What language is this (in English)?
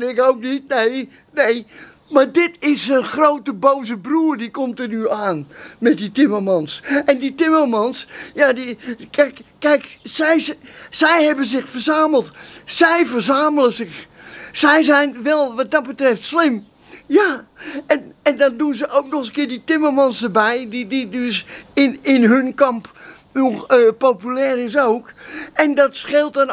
Dutch